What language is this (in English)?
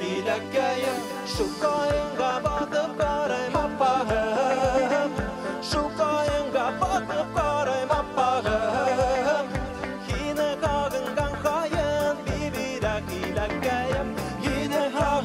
Bashkir